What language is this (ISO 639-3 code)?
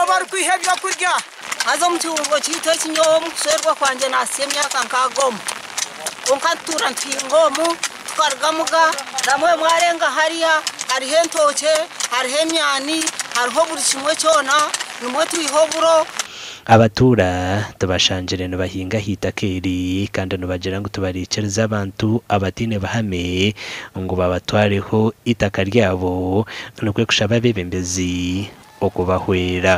nyn